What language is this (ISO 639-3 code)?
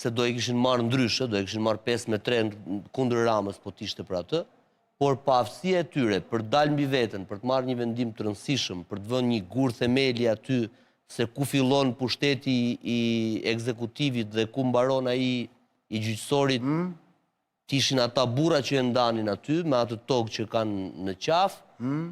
sqi